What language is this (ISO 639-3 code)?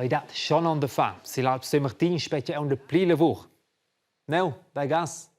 roh